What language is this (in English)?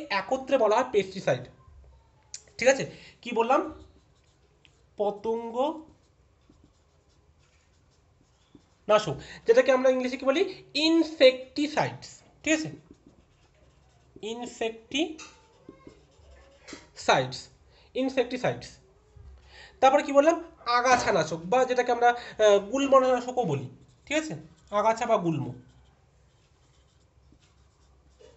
Bangla